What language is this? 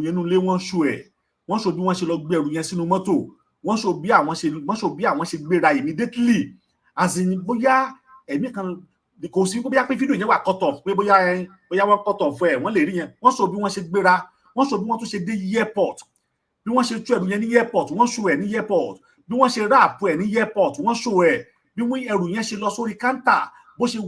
Yoruba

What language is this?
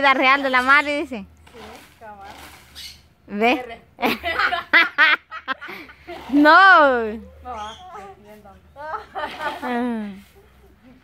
Spanish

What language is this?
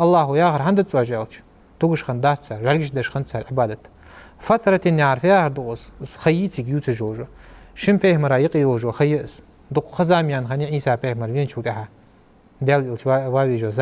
Ingush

